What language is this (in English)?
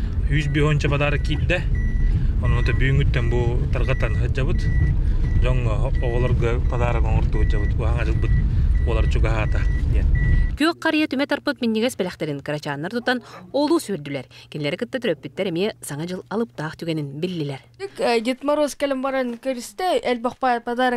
Yakut